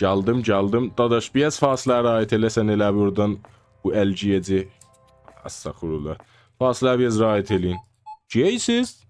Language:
South Azerbaijani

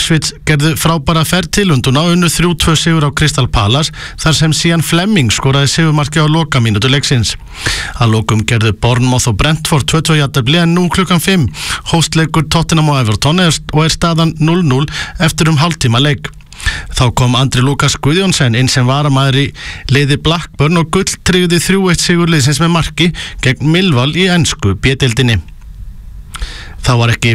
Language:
Icelandic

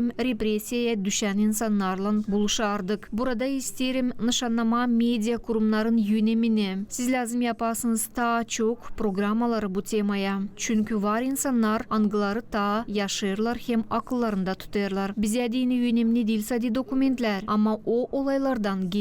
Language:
Gagauz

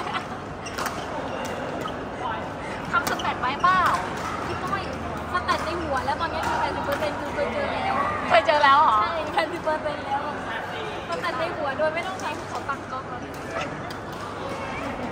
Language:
Thai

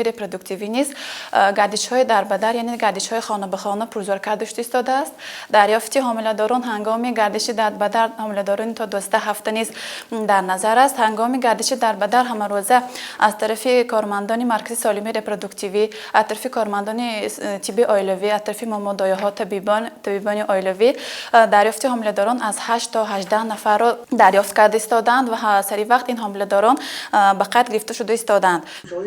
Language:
Tajik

